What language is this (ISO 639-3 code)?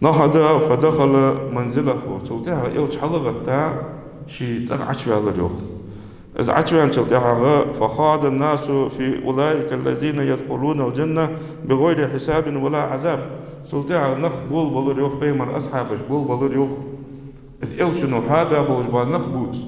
inh